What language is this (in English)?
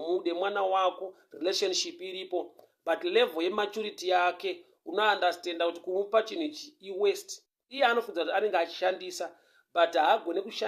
Shona